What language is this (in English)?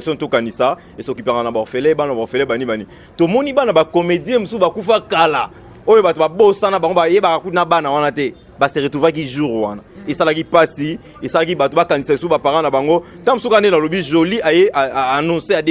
Lingala